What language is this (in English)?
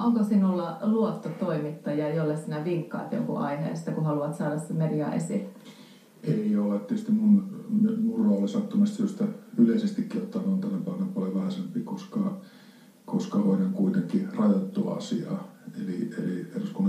Finnish